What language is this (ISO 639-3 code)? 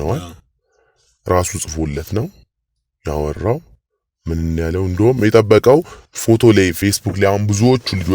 amh